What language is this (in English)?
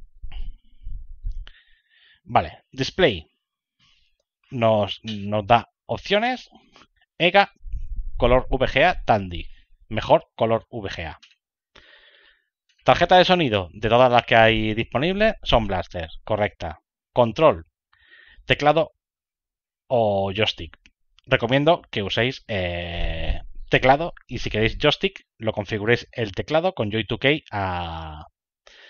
Spanish